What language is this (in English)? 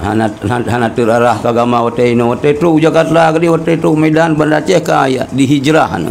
Achinese